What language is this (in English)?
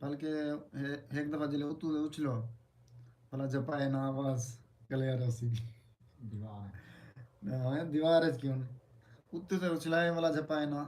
Saraiki